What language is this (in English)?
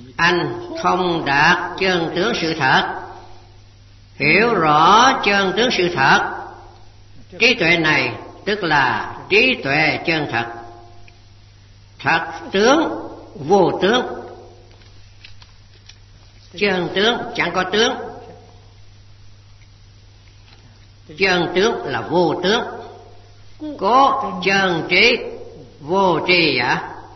Vietnamese